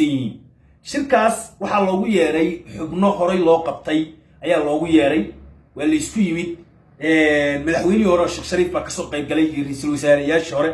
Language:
Somali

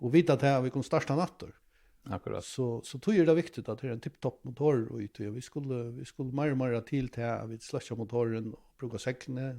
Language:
Faroese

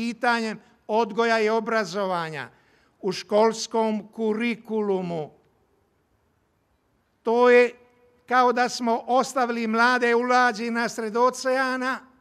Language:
Croatian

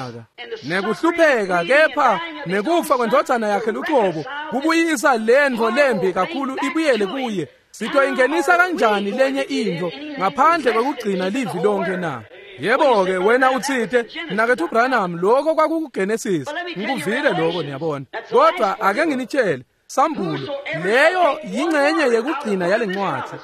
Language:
Swati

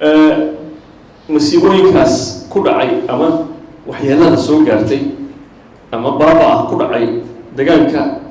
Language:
Somali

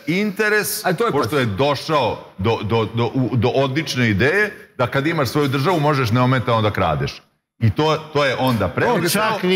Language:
Serbian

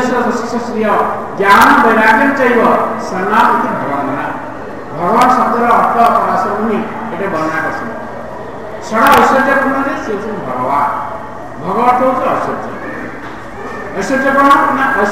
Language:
Odia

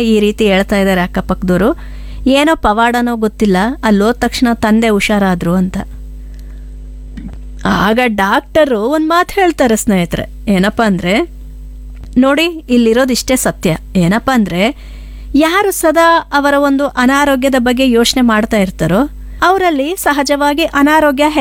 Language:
Kannada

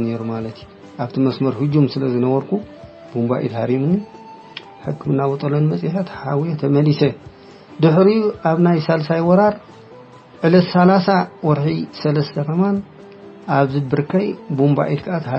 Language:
Tigrinya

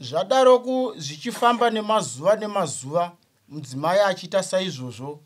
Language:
Shona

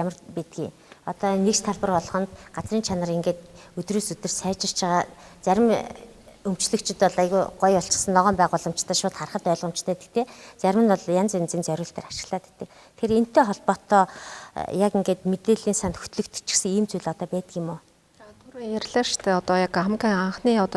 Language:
Mongolian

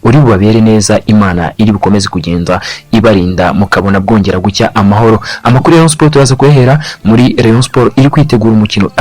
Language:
Kinyarwanda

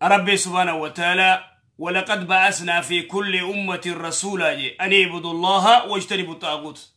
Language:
Oromo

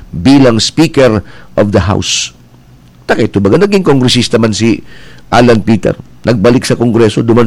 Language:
Bikol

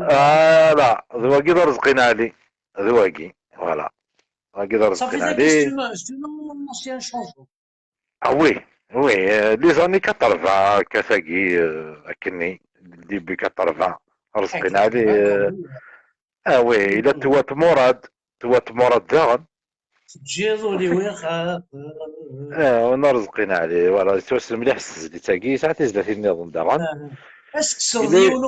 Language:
Kabyle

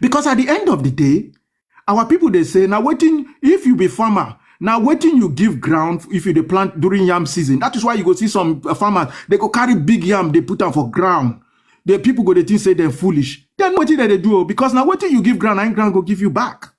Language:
Nigerian Pidgin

